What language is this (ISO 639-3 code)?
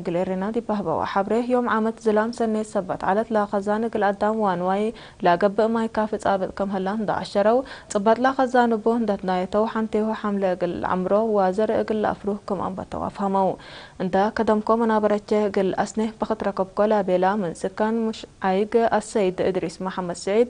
tig